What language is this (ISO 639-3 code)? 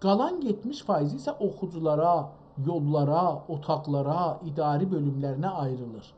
azb